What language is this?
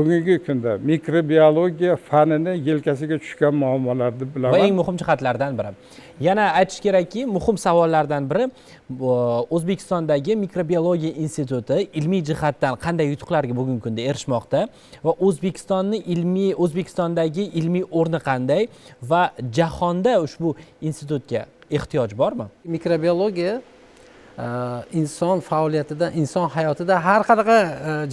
Uzbek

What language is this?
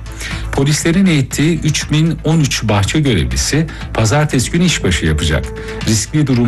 Turkish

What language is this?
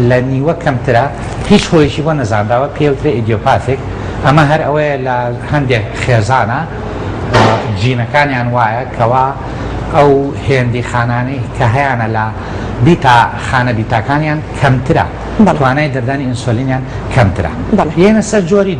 Central Kurdish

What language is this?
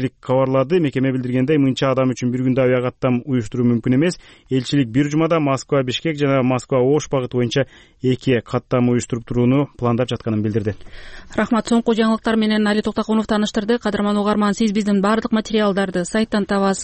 Kyrgyz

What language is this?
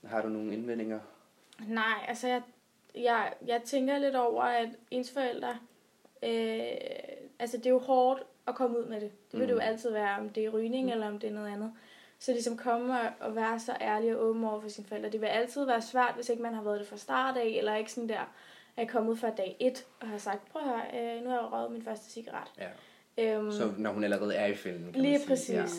Danish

